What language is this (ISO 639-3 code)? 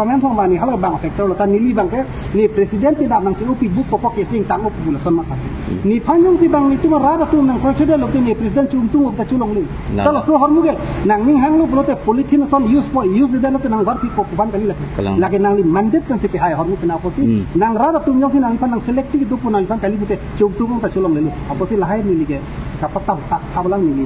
mjw